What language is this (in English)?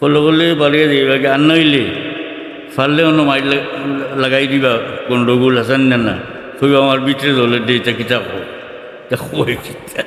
Sylheti